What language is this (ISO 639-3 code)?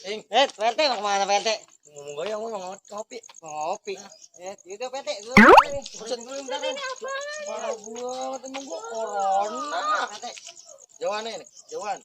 bew